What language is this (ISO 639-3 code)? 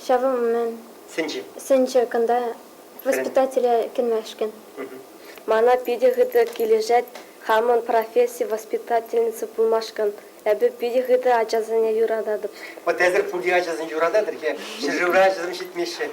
chv